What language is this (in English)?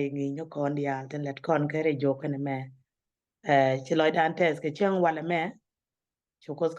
Nuer